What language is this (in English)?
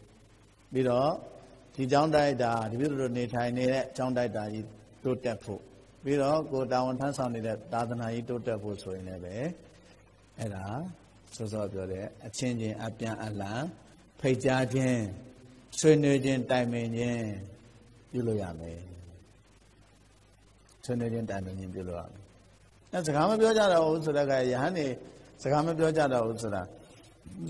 Burmese